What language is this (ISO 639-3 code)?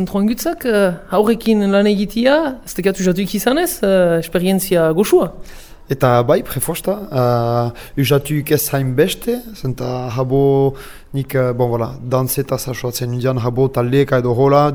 eus